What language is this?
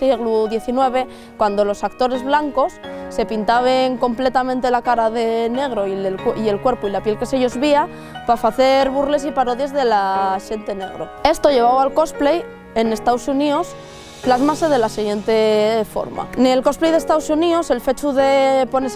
Asturian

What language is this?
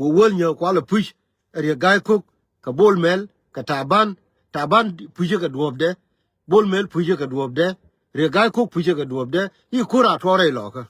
Nuer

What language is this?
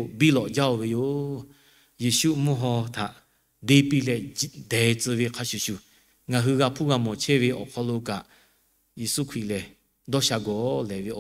Lahu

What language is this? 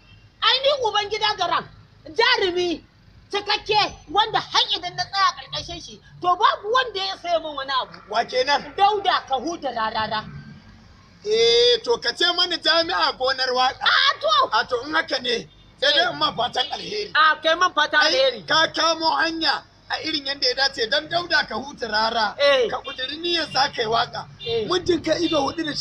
Hausa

